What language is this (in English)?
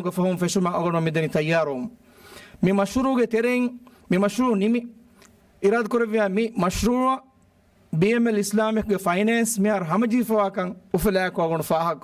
Divehi